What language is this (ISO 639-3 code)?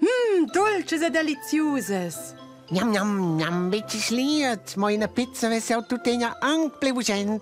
roh